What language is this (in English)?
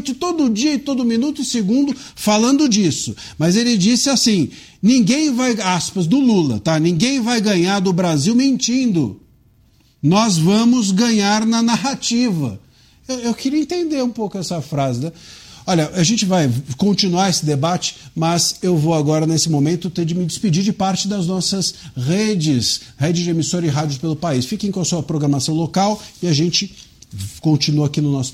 Portuguese